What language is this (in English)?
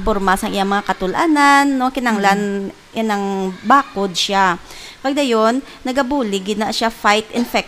Hiligaynon